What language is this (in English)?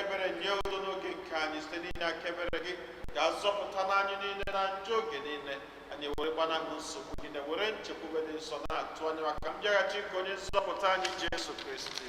Igbo